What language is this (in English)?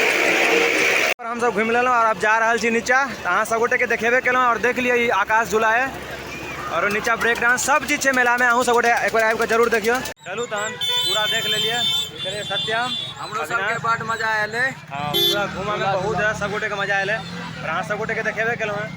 Maithili